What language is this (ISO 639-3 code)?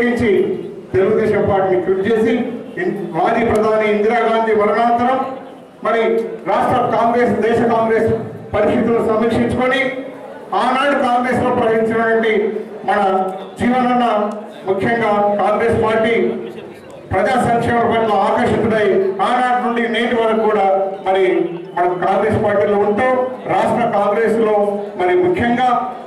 tel